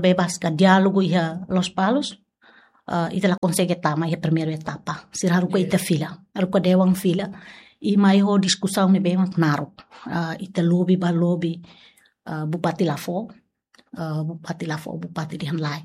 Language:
Tetum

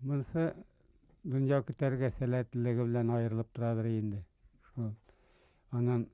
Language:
Bashkir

